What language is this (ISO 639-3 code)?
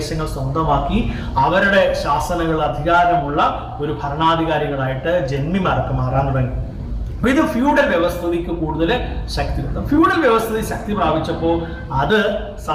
mal